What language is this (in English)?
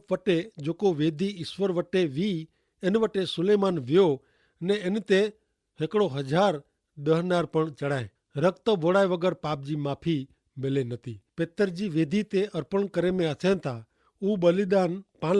Kachhi